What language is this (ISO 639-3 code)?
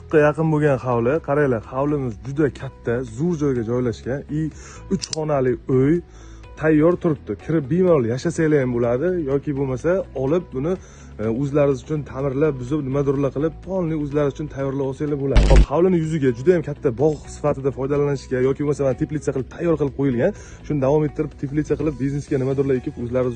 uzb